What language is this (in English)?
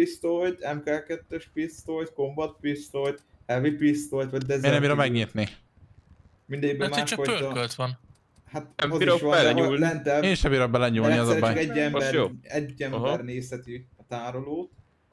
Hungarian